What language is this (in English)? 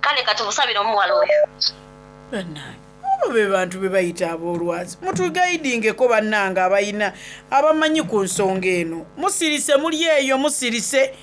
Soga